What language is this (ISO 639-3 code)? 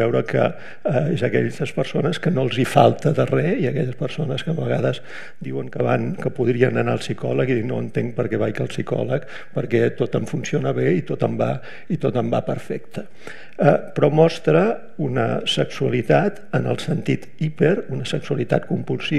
cat